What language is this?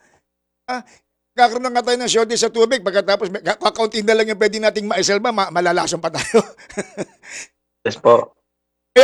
Filipino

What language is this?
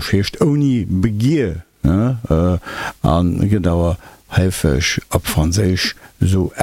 Luxembourgish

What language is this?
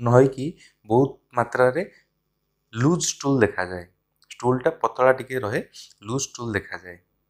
Odia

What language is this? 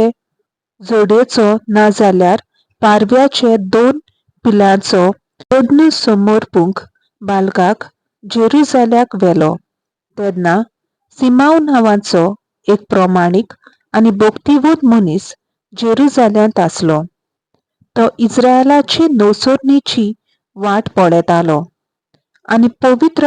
Konkani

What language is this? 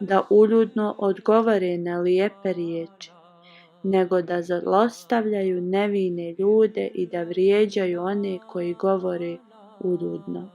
Bosnian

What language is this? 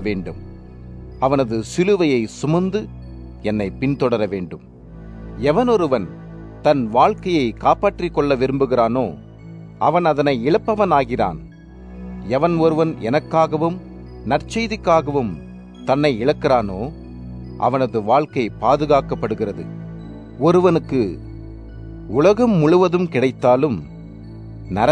Tamil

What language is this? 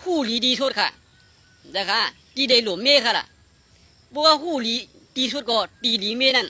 Shan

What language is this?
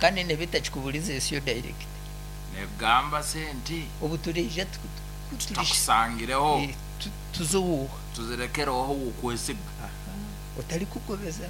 Nyankole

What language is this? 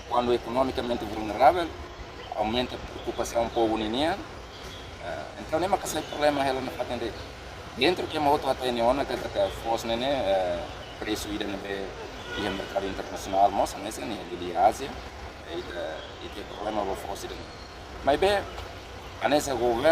Tetum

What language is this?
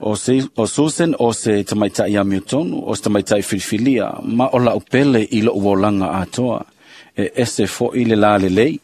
Samoan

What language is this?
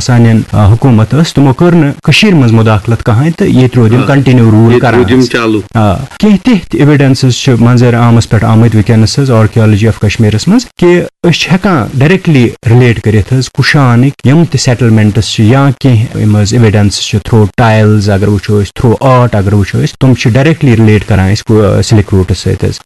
Kashmiri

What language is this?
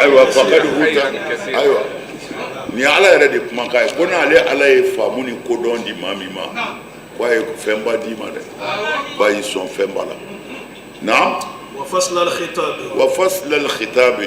Bambara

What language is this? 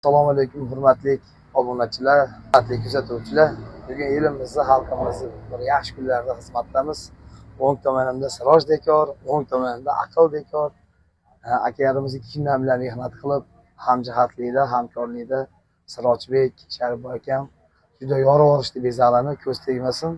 Uzbek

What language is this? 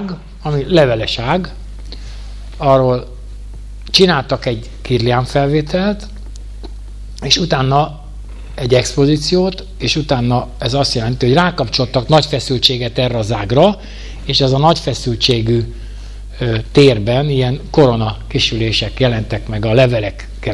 Hungarian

